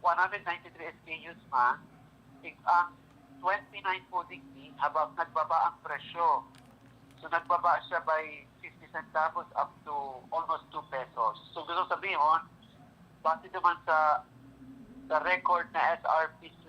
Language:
Bikol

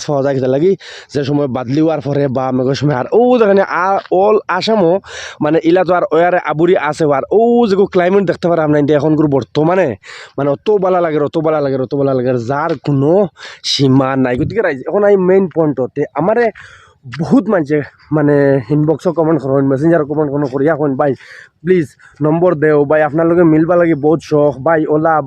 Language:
Sylheti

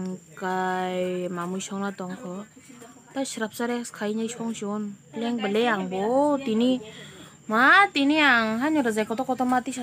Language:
Kok Borok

